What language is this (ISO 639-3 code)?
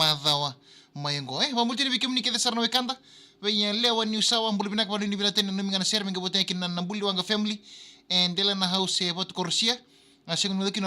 fij